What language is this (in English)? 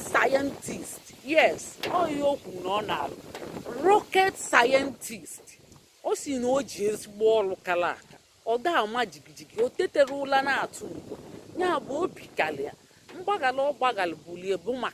Igbo